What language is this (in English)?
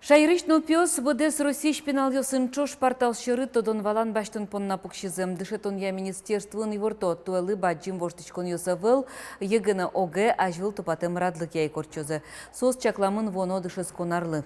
Udmurt